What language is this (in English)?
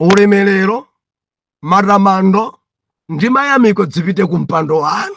Nyanja